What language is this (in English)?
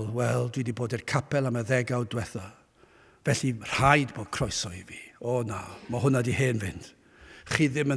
Welsh